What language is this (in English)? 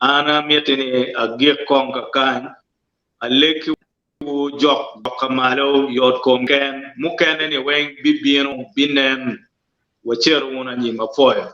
Acoli